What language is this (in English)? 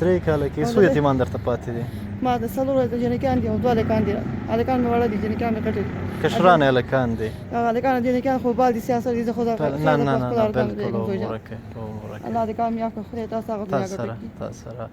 Pashto